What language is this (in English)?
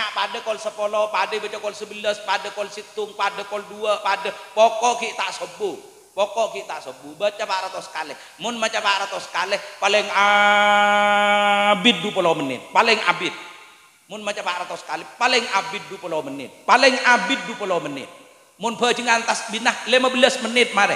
Madurese